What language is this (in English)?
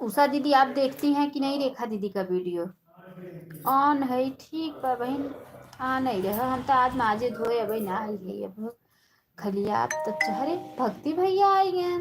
Awadhi